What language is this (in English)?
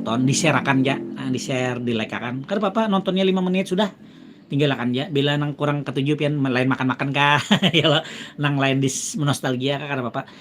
Banjar